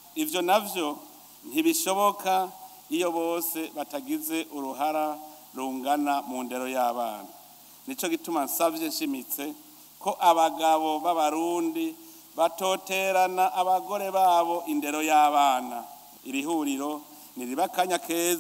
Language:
Rundi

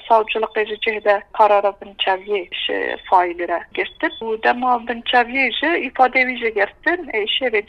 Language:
Kurdish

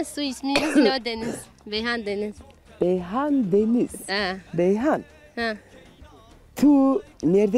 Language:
Zaza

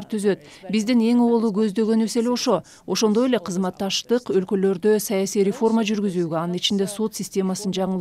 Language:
Kyrgyz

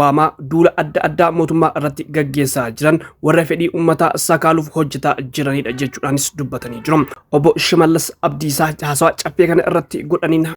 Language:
Oromo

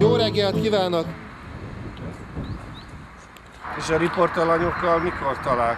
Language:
Hungarian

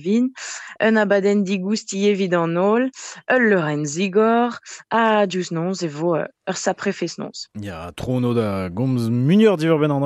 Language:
Breton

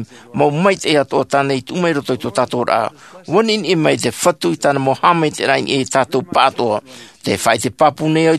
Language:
Tahitian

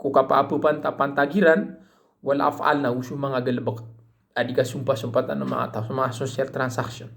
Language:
Maranao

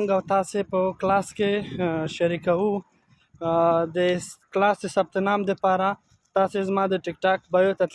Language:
Pashto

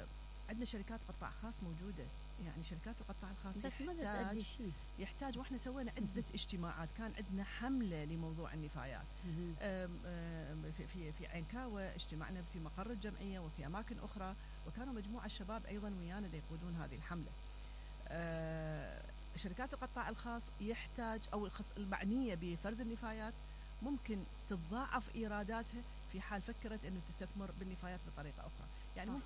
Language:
Mesopotamian Arabic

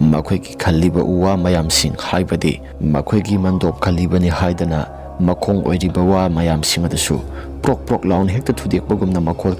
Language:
Manipuri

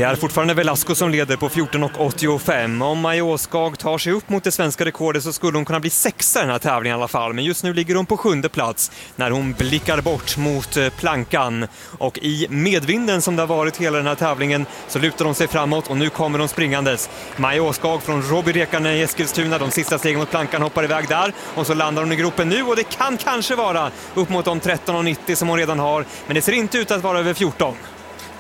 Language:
Swedish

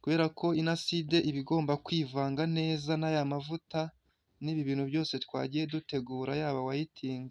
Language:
Kinyarwanda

